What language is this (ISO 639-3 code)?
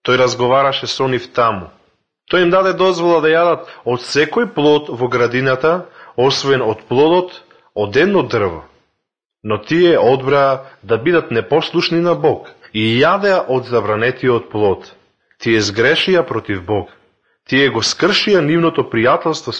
mkd